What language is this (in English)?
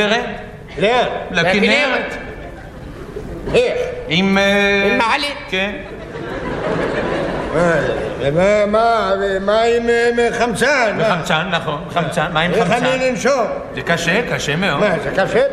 Hebrew